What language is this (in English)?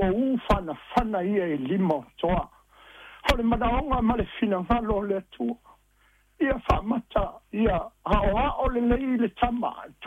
Samoan